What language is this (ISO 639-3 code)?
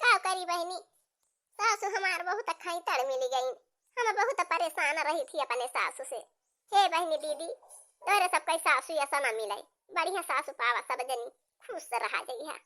awa